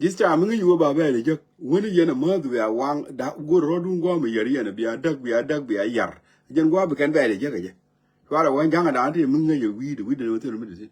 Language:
Nuer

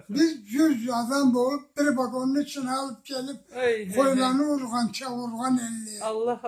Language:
Karachay-Balkar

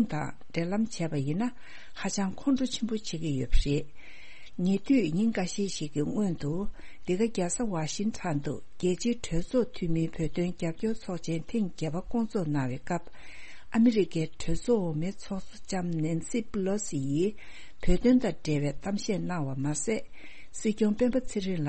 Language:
Tibetan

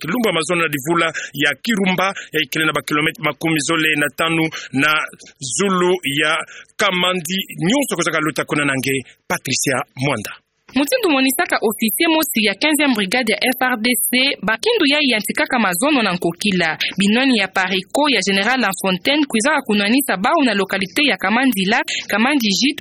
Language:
Kituba (Democratic Republic of Congo)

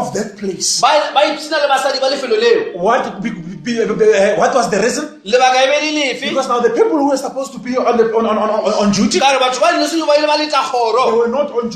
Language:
Northern Sotho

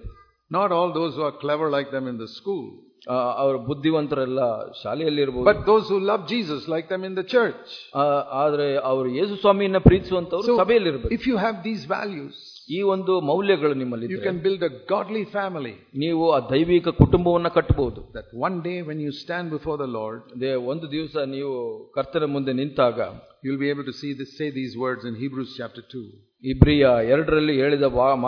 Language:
Kannada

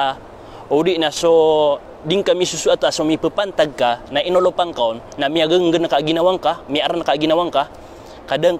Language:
Maranao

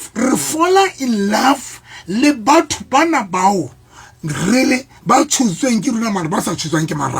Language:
Southern Sotho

